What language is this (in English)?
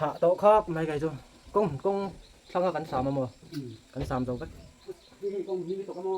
Hmar